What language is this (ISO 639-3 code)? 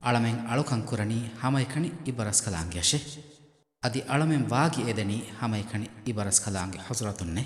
div